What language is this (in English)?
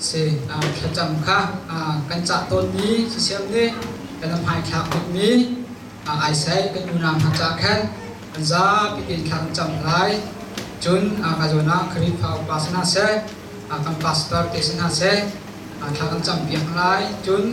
Hakha Chin